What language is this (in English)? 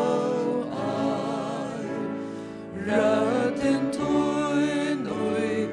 Faroese